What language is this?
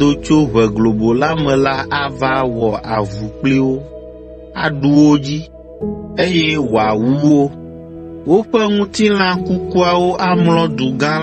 Ewe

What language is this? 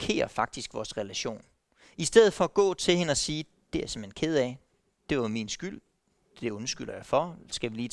Danish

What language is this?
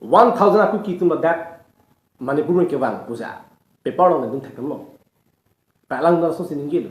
Karbi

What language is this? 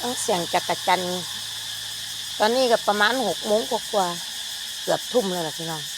Lao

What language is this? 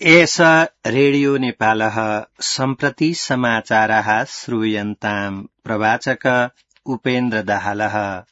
Sanskrit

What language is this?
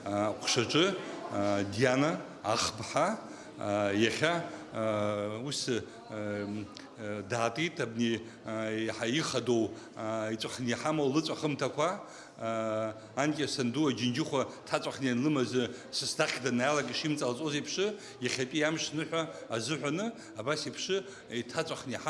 Abkhazian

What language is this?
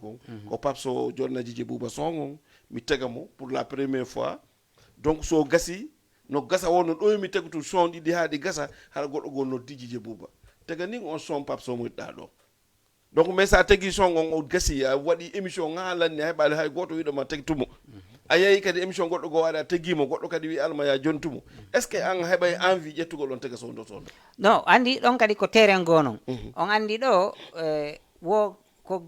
Fula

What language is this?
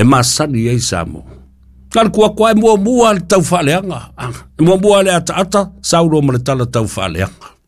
Samoan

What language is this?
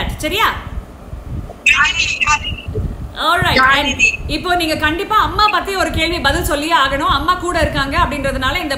Tamil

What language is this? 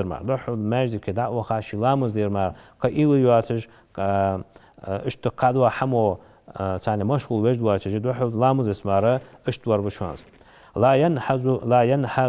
Ingush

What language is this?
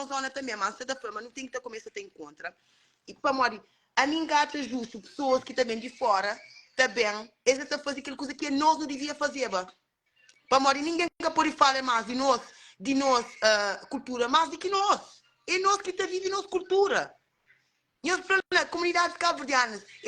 Kabuverdianu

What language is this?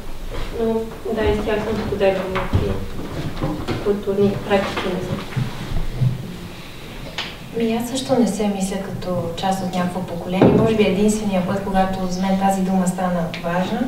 Bulgarian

